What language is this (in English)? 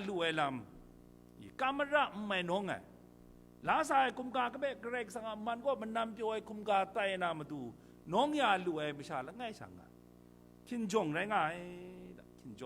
Kachin